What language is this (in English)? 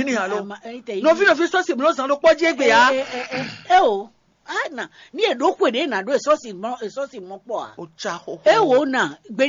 Fon